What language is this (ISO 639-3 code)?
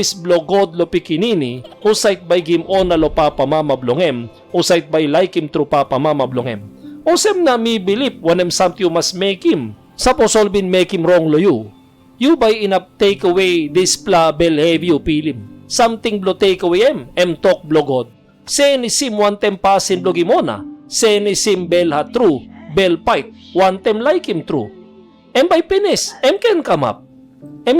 tpi